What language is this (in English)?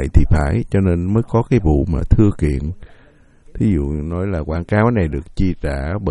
Vietnamese